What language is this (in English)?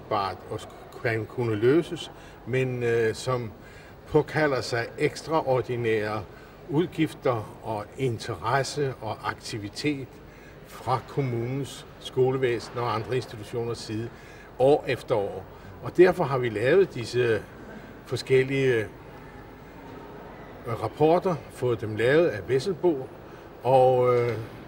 Danish